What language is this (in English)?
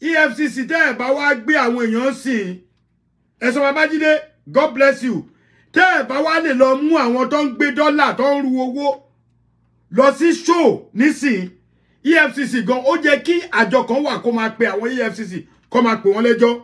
Yoruba